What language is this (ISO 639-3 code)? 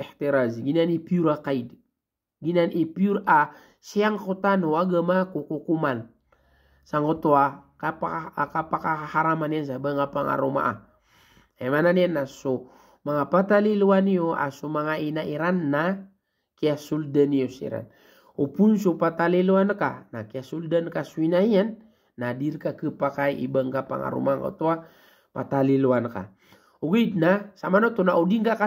mrw